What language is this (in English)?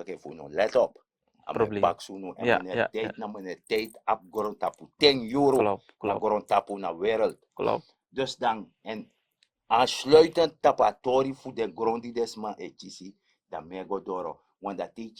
Sranan Tongo